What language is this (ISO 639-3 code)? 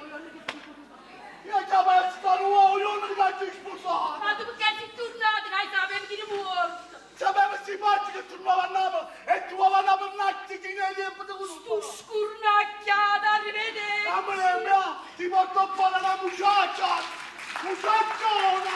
nap